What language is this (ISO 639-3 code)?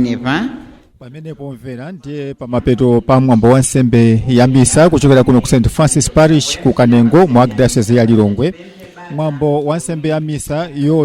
nya